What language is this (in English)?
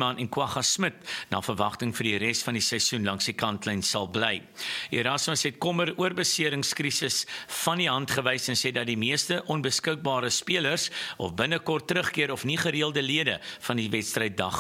Afrikaans